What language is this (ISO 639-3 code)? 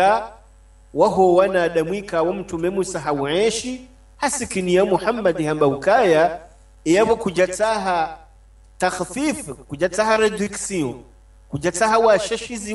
swa